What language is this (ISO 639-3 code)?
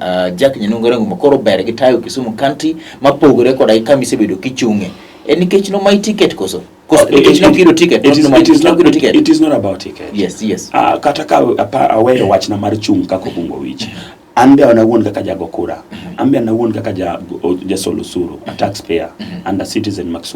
luo